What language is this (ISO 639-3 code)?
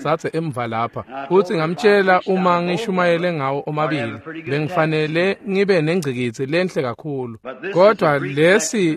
ssw